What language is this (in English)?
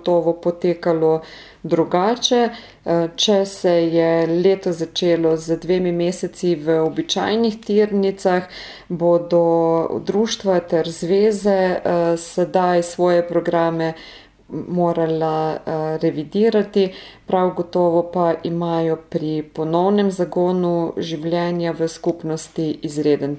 Slovenian